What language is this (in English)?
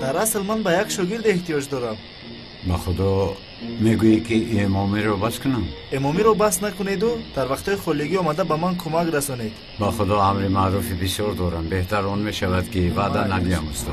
Tajik